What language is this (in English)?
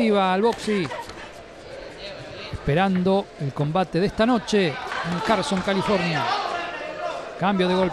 Spanish